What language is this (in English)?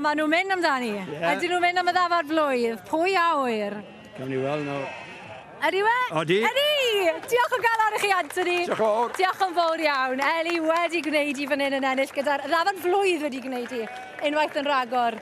Welsh